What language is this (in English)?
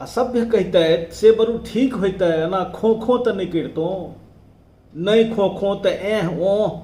Maithili